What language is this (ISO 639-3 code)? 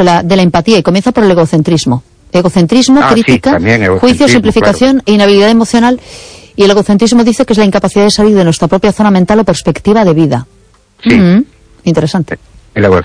spa